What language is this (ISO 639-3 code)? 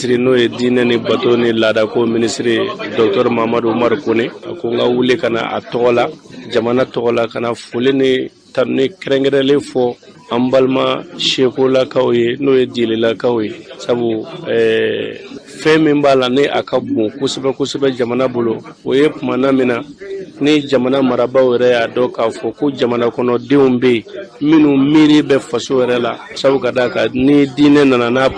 bam